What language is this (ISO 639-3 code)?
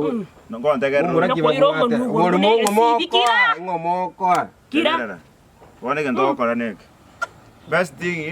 guz